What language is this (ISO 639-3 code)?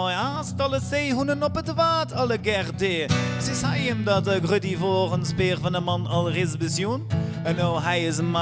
fry